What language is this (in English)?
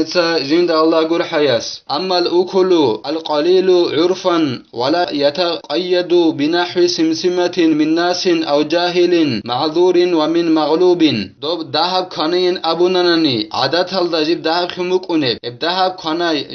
Avaric